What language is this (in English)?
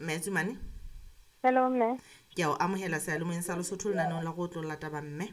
Southern Sotho